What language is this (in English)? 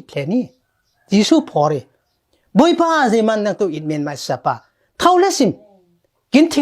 Falam Chin